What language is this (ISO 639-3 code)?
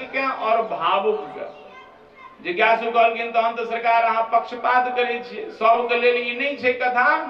mai